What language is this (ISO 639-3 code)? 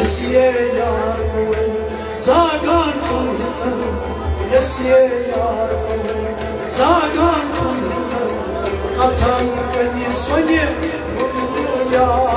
kas